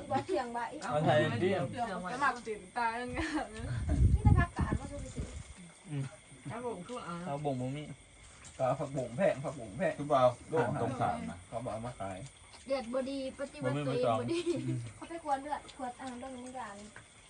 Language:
Northeastern Thai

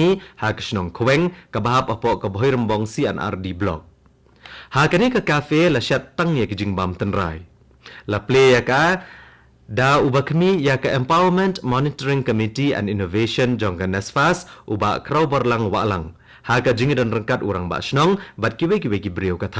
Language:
Khasi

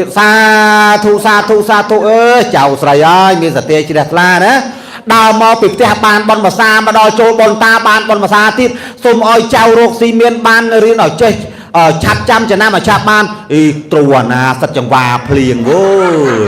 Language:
Khmer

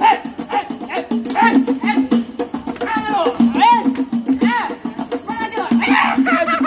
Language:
Betawi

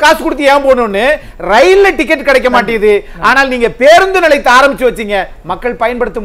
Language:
Tamil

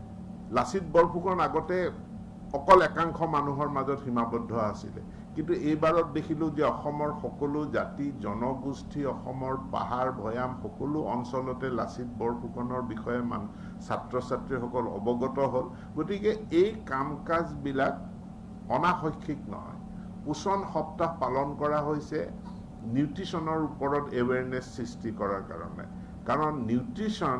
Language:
Assamese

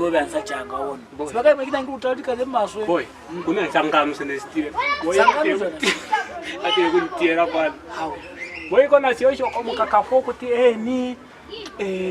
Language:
Lozi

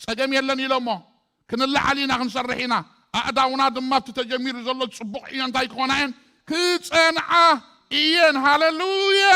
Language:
Tigrinya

